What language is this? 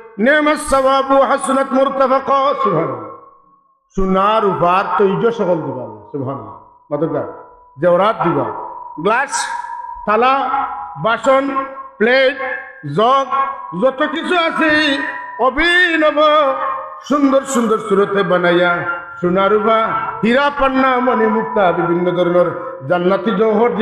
Sylheti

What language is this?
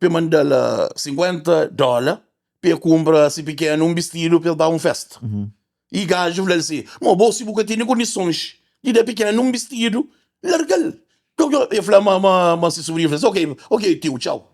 Kabuverdianu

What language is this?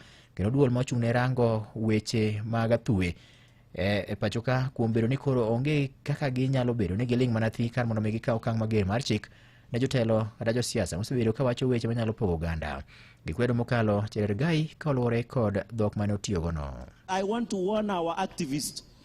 Luo (Kenya and Tanzania)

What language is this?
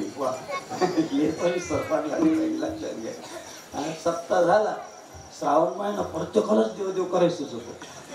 Marathi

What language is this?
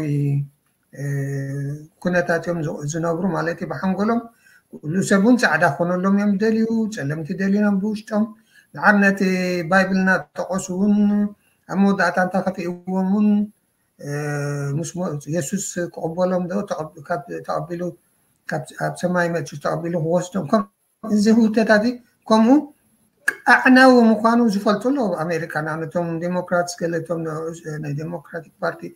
Tigrinya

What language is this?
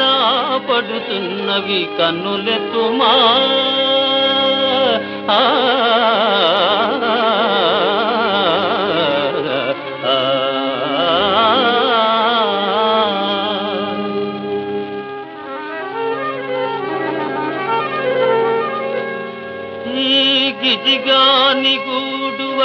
Telugu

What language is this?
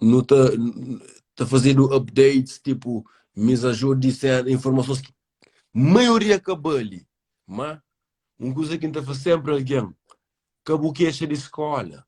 Kabuverdianu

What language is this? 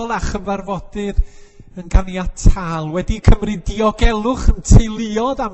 Welsh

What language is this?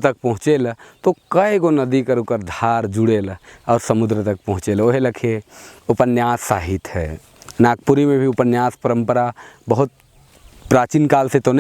Sadri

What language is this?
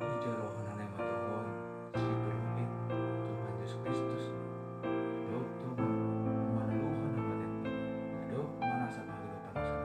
Batak Simalungun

